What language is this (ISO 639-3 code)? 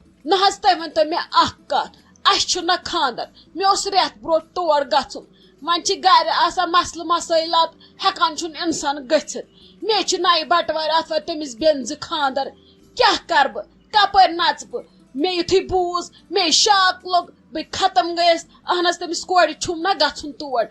kas